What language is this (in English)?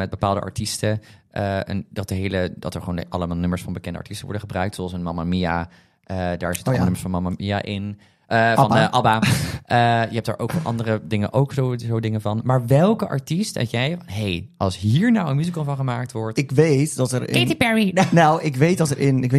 Dutch